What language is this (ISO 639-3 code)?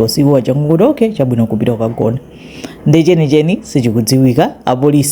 nya